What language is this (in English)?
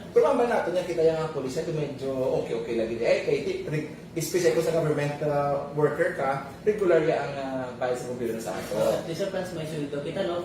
Hiligaynon